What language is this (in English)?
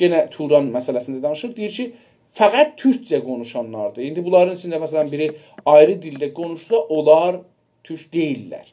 South Azerbaijani